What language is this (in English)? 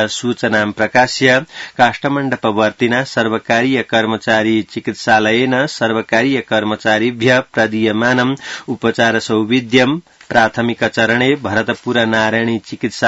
Sanskrit